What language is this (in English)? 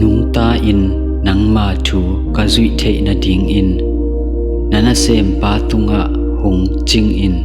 Tedim Chin